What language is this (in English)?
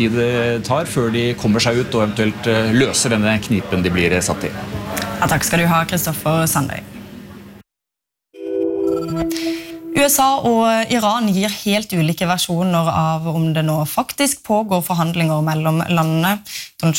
Norwegian